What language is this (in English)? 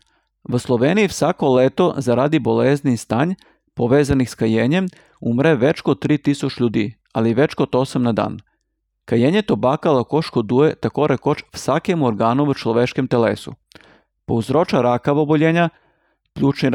Slovenian